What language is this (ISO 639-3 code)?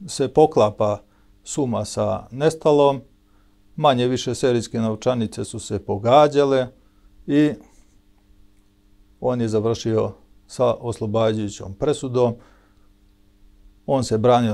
srp